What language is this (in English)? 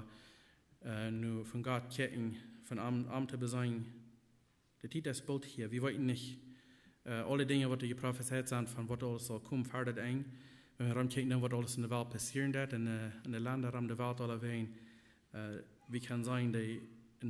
Plautdietsch